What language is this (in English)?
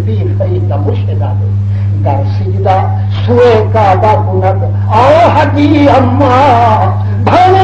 Saraiki